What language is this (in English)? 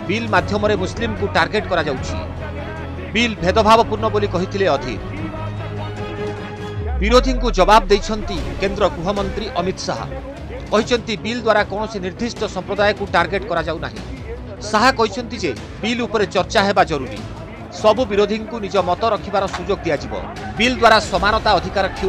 Odia